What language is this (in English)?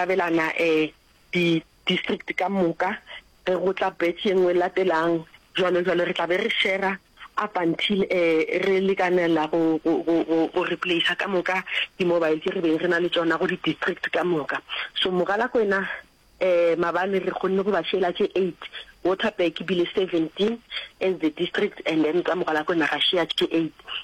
Northern Sotho